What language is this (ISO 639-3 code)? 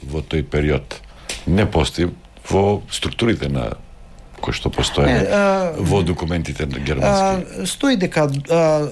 mkd